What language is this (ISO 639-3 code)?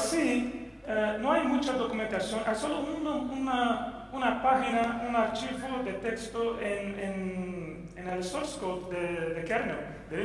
spa